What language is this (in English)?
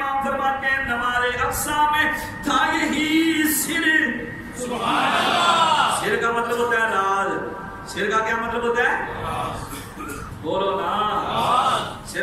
Urdu